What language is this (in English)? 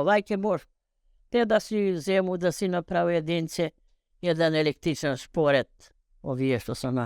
Macedonian